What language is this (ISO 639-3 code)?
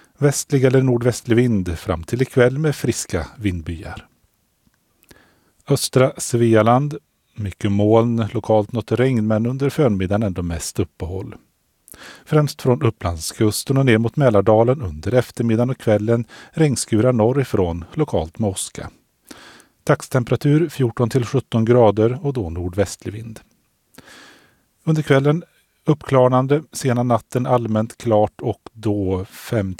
swe